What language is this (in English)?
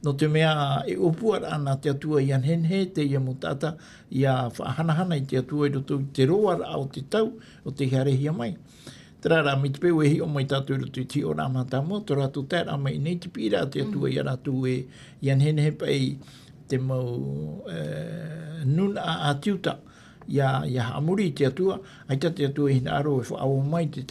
Tahitian